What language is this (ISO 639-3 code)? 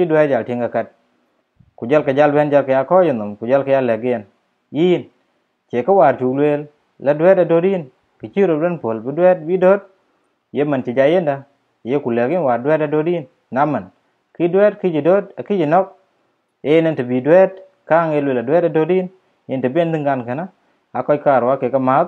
din